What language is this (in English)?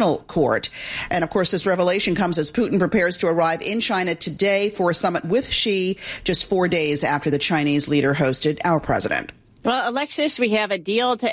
English